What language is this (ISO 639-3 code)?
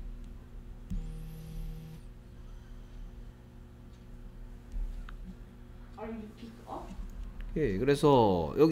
kor